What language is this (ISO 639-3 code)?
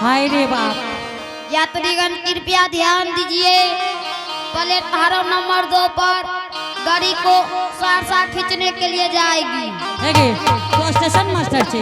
anp